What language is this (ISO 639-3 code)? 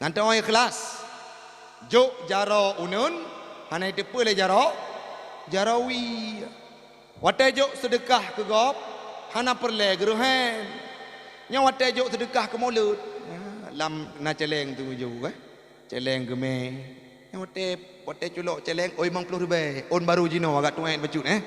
ace